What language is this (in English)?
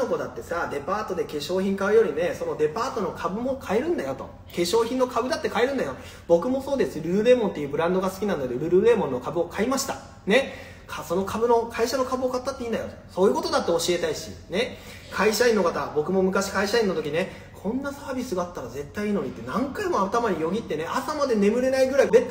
Japanese